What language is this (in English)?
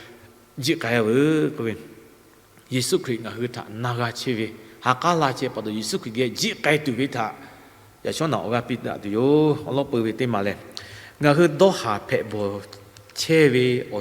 Lahu